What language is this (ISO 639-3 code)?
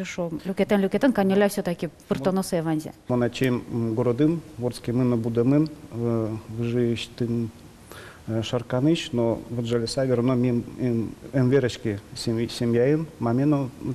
udm